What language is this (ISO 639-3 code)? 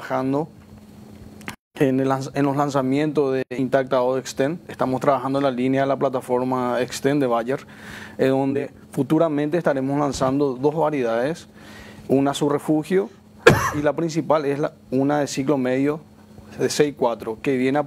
spa